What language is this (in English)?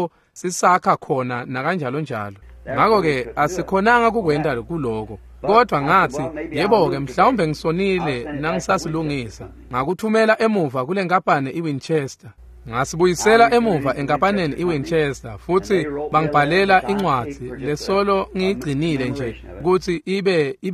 Swati